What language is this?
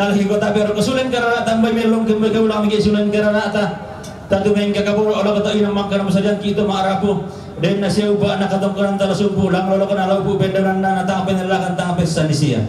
Toraja-Sa'dan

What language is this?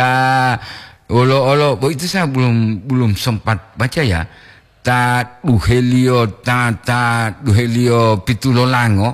Gorontalo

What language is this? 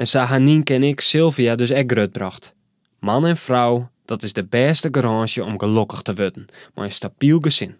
Western Frisian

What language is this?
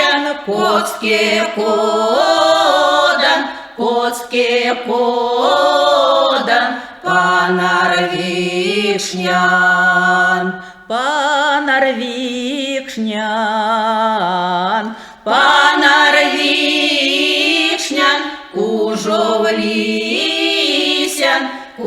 Erzya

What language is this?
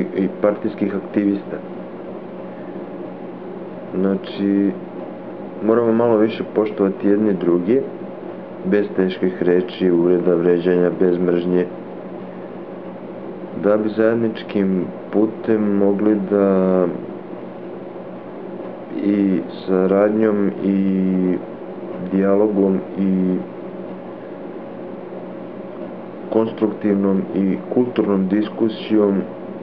Serbian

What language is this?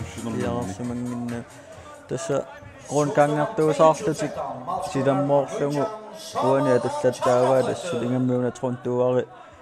Kalaallisut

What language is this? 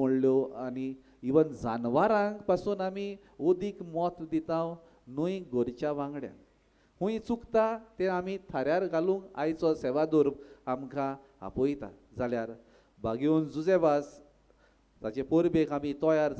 Konkani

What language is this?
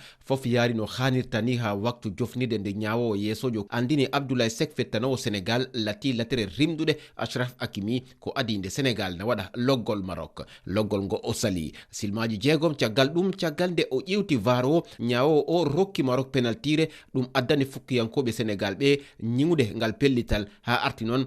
Fula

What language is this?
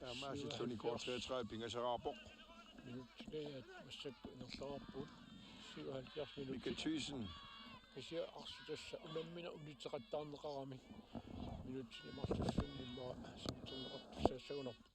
Kalaallisut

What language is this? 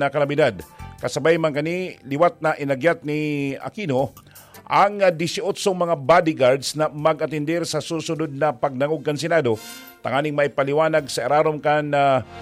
Bikol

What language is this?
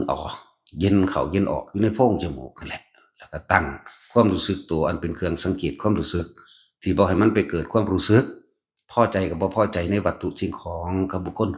Northeastern Thai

